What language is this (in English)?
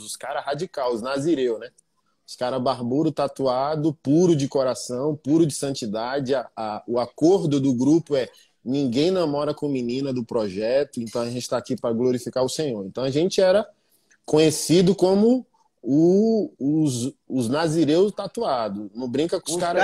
Portuguese